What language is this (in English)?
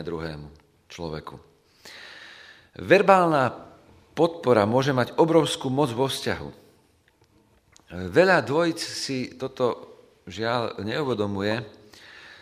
Slovak